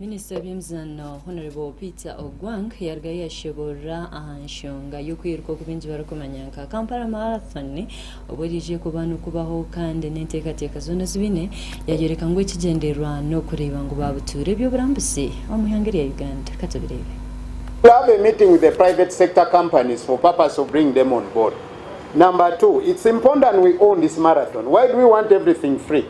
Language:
Nyankole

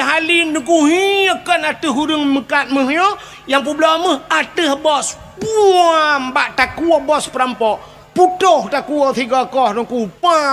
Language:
Achinese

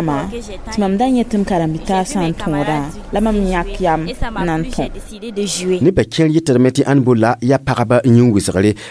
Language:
Mossi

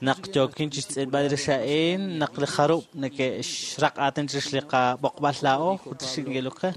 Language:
Kekchí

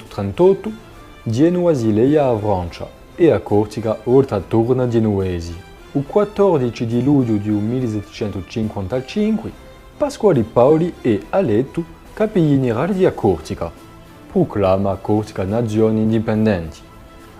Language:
Corsican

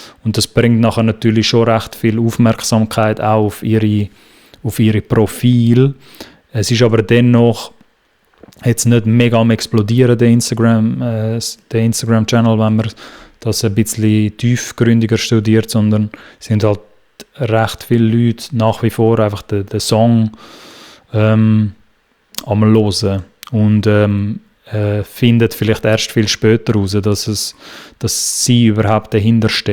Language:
Swiss German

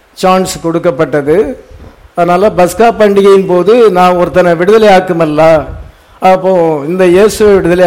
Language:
Tamil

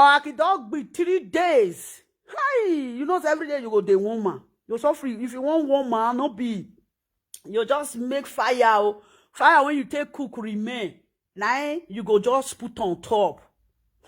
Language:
Nigerian Pidgin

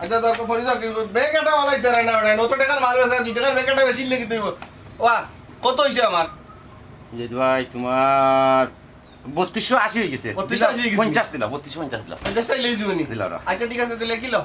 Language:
Sylheti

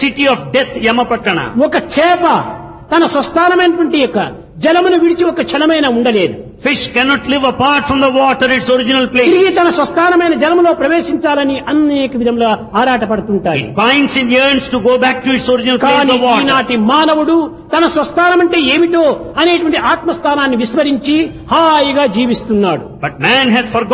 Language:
Telugu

